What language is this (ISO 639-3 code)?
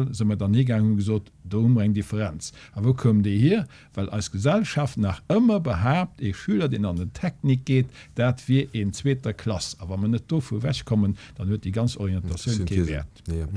ltz